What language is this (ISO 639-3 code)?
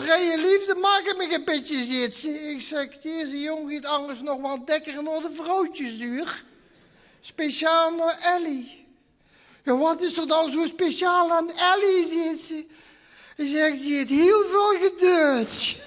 lim